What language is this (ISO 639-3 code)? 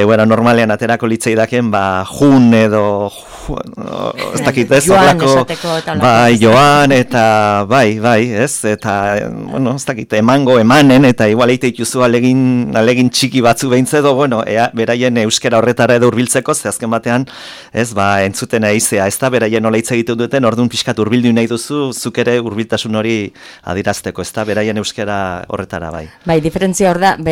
eus